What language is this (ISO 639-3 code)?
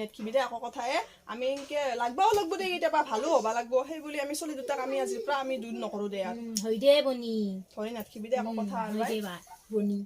asm